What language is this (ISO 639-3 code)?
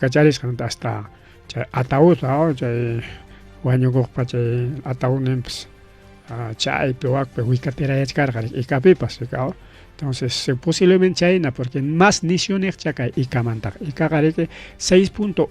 quy